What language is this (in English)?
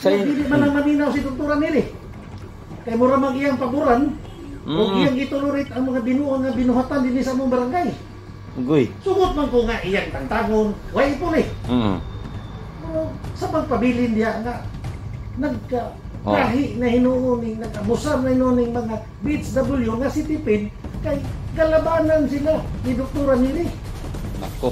Cebuano